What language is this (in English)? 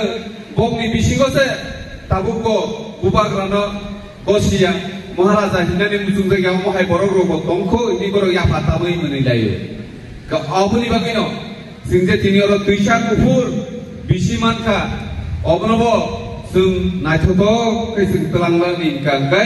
Kok Borok